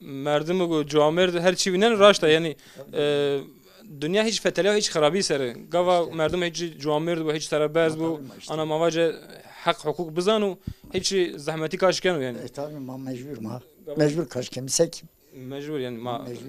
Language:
Zaza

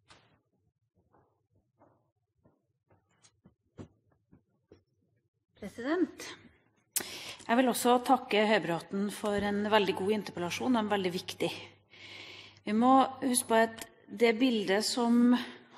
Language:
Norwegian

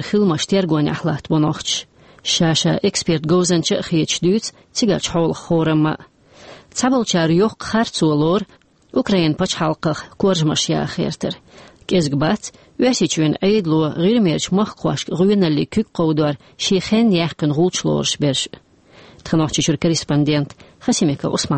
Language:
Chechen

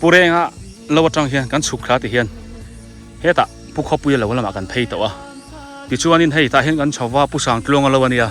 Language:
Biete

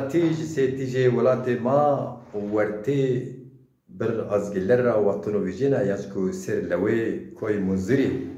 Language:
Zaza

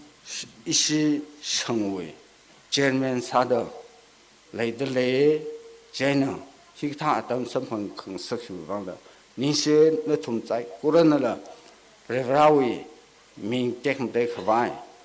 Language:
Tangkhul Naga (India)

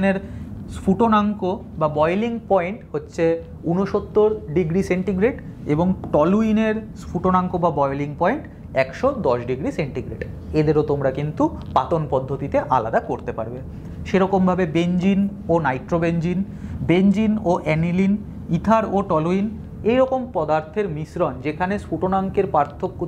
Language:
Bangla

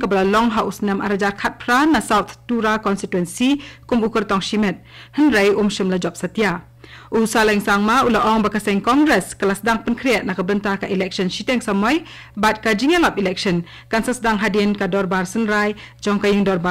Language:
Khasi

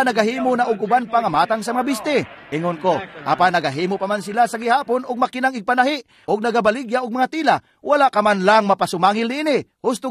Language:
Cebuano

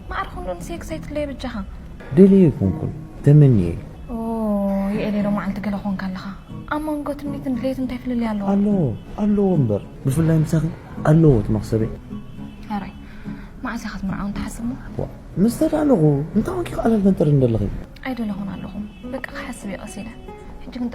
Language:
Tigrinya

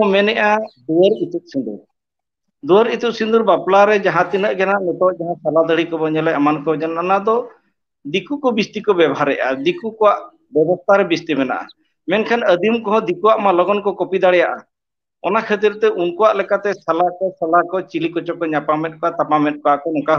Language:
Santali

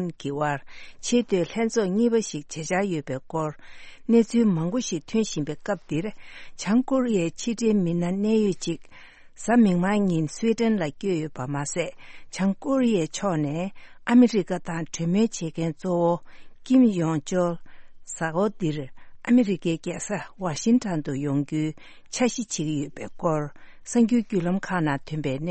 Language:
Tibetan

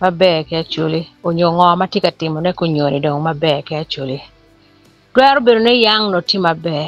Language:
Acoli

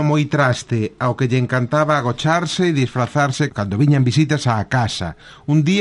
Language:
Galician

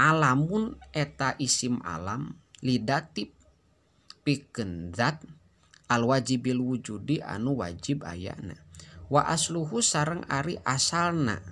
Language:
Sundanese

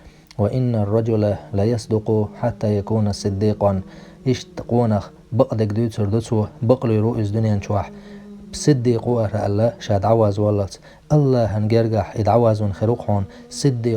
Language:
Chechen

